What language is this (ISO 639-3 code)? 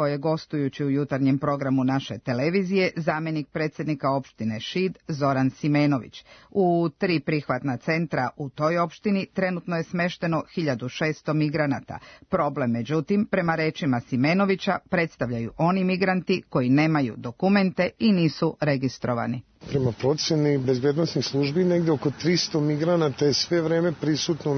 srp